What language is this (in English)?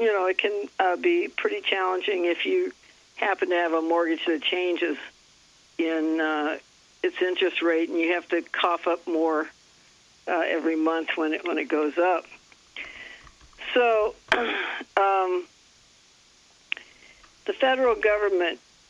English